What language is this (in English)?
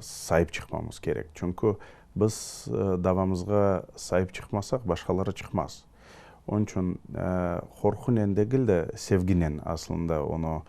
Crimean Tatar